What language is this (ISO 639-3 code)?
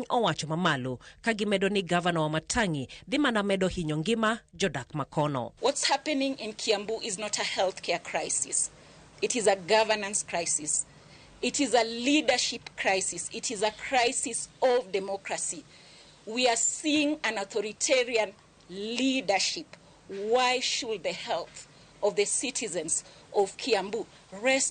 luo